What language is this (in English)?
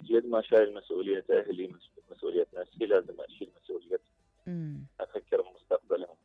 Mesopotamian Arabic